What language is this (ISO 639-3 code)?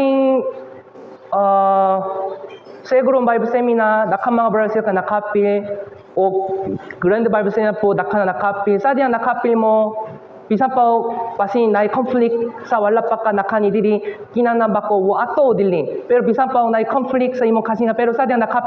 ceb